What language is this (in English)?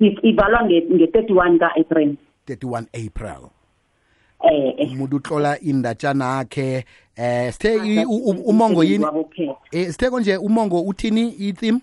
South Ndebele